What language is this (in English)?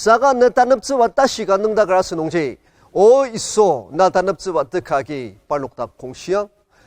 Ao Naga